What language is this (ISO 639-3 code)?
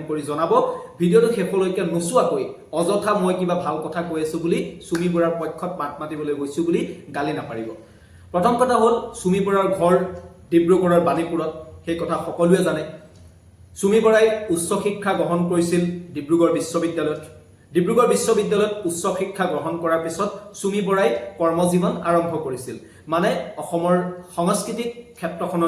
asm